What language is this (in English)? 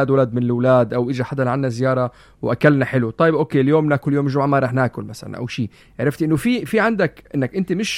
North Levantine Arabic